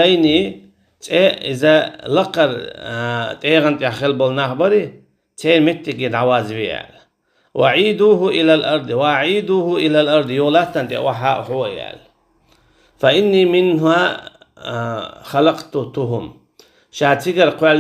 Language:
Chechen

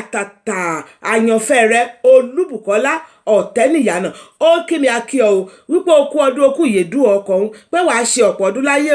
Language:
Yoruba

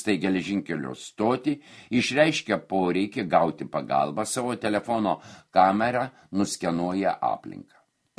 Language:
Lithuanian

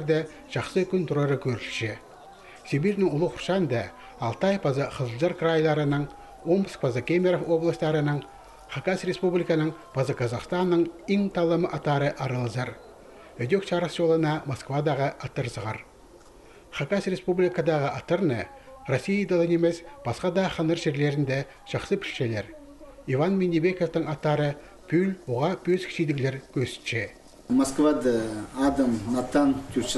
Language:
Khakas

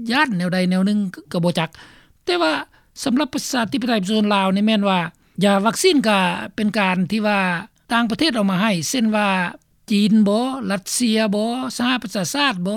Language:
Lao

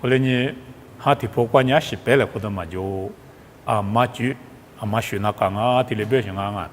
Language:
Lisu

